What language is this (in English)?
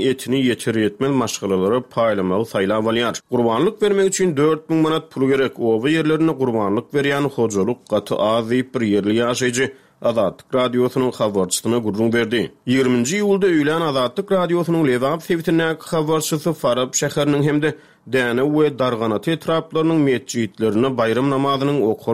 Turkmen